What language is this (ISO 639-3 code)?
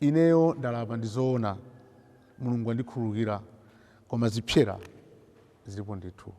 nya